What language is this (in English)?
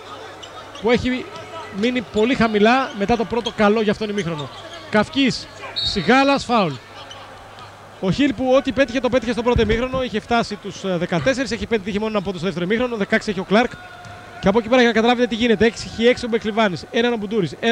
Greek